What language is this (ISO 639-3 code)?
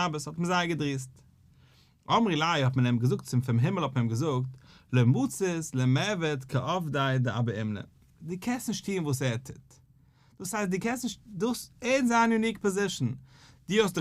yid